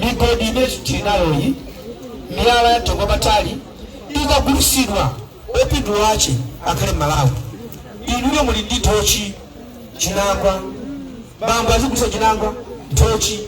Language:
Nyanja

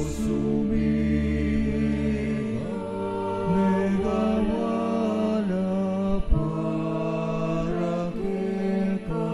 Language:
Pampanga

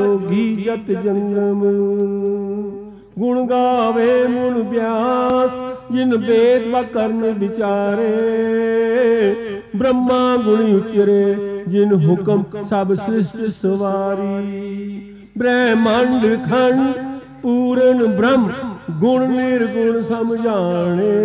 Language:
Punjabi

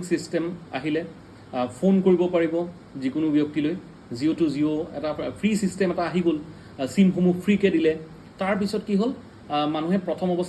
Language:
Assamese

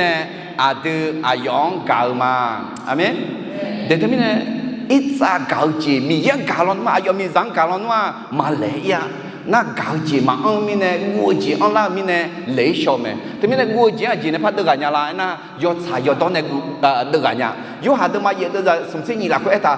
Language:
Akha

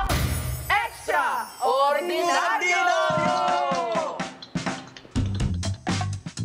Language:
Filipino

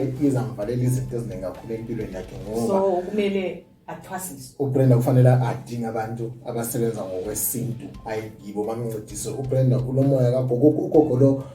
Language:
North Ndebele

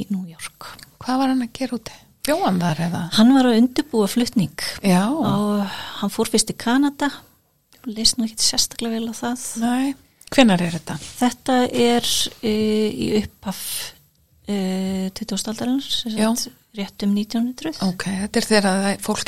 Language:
Icelandic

